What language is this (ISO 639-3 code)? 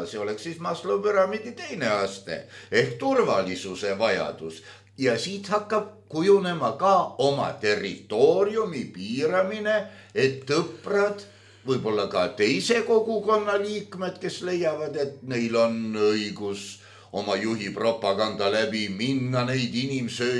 est